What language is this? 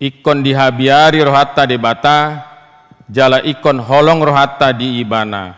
Batak Toba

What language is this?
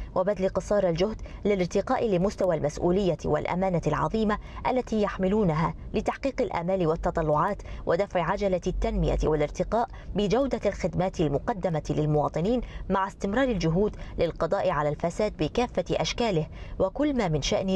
Arabic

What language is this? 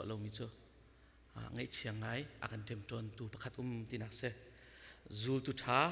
Hakha Chin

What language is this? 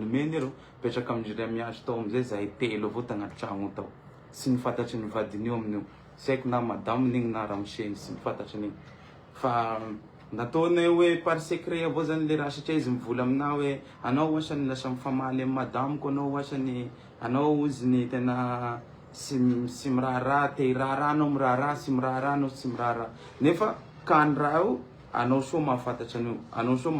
Malagasy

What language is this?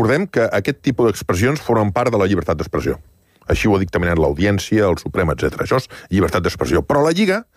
Catalan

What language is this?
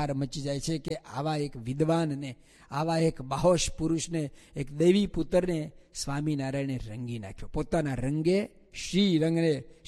Gujarati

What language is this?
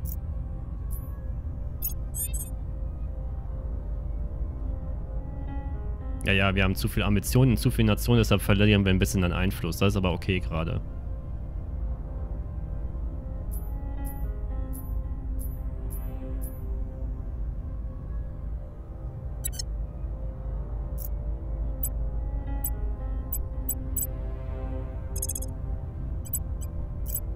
German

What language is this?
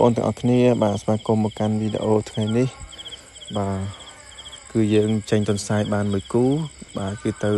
Khmer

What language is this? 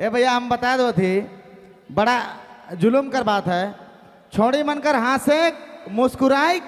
Sadri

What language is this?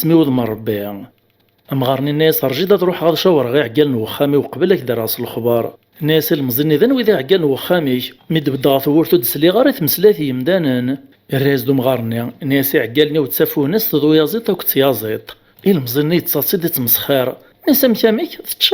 Kabyle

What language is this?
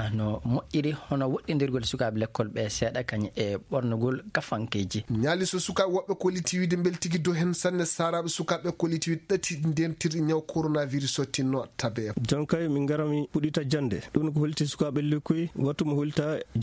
Fula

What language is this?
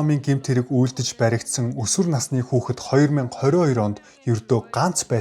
Mongolian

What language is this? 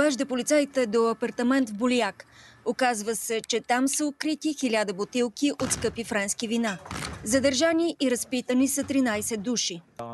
Bulgarian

